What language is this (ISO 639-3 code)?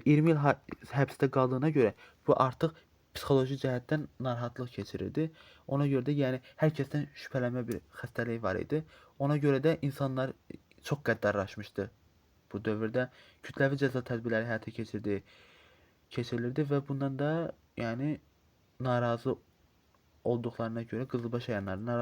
aze